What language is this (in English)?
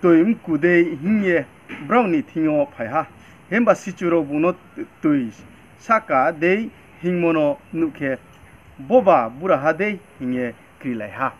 Riang (India)